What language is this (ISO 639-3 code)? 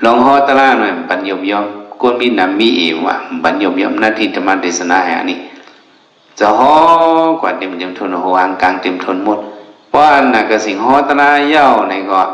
shn